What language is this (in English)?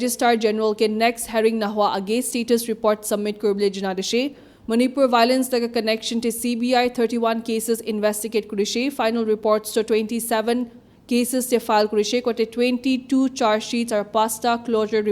Naga Pidgin